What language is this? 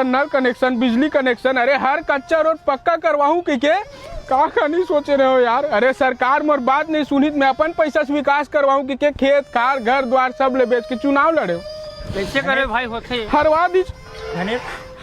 Chhattisgarhi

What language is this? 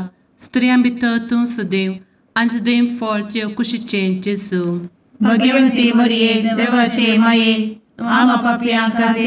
Konkani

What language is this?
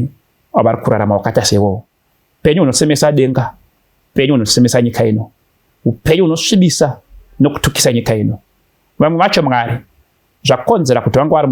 Shona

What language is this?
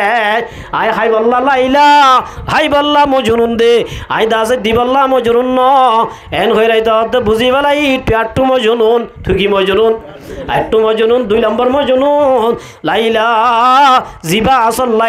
Rohingya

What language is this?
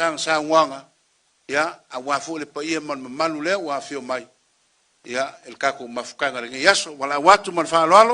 Samoan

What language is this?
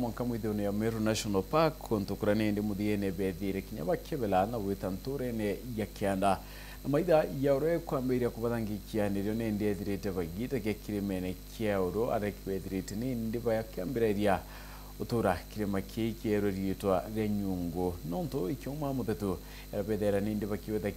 Meru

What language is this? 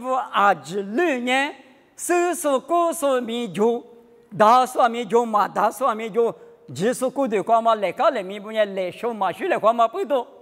Lisu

